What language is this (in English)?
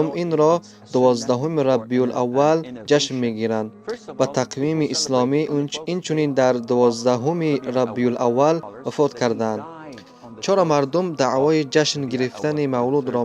Tajik